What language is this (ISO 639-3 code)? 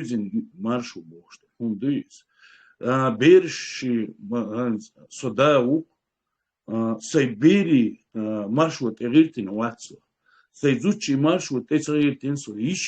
che